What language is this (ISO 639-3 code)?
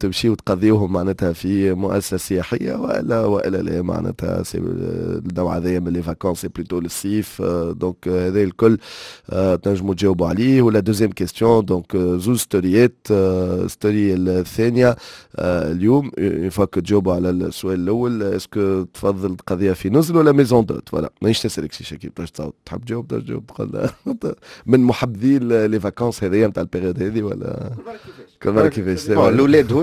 aeb